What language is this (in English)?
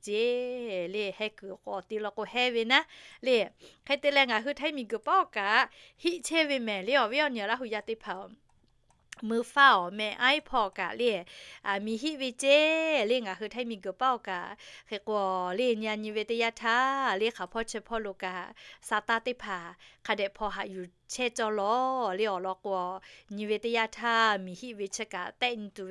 Lahu